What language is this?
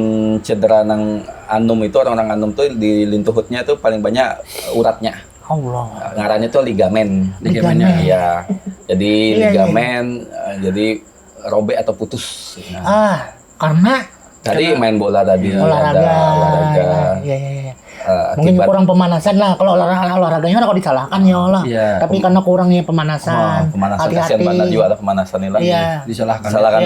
Banjar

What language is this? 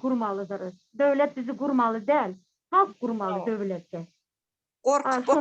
Turkmen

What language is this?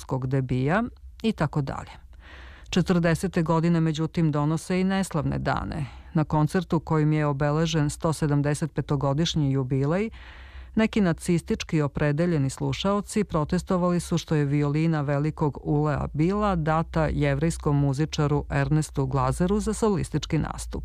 Serbian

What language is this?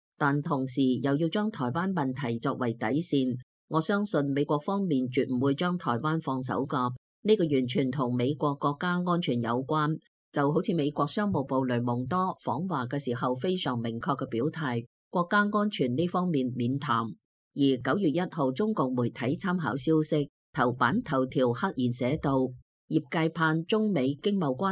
Cantonese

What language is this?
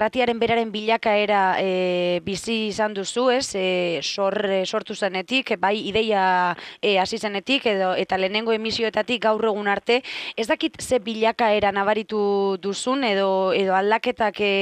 Basque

